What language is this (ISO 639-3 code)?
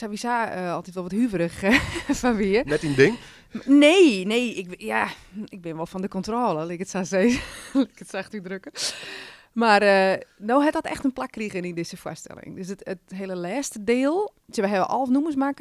fry